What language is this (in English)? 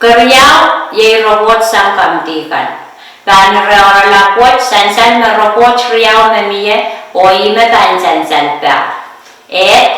Pohnpeian